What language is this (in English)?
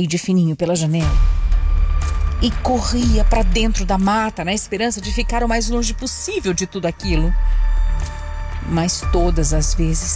Portuguese